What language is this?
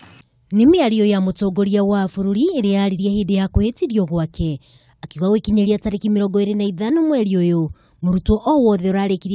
Kikuyu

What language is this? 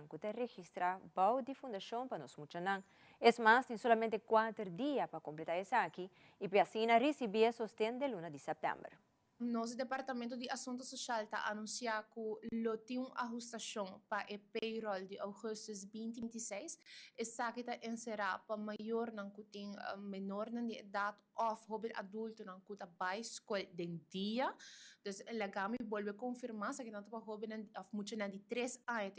Papiamento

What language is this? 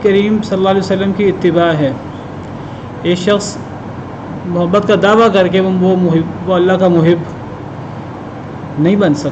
Urdu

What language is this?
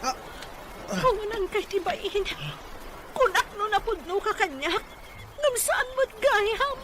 Iloko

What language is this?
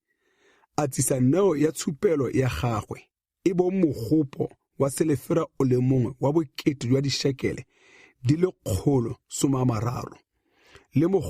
Tswana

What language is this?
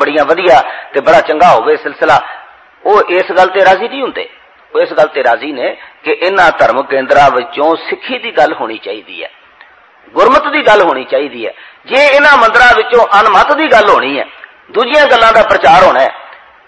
Punjabi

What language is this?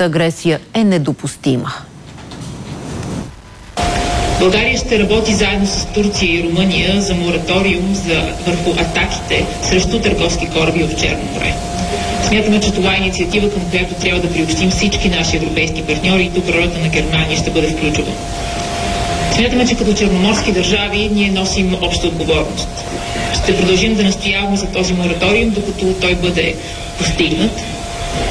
Bulgarian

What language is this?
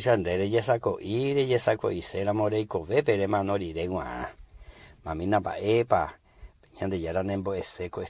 Guarani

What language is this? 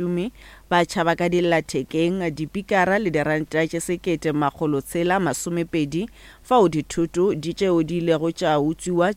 Northern Sotho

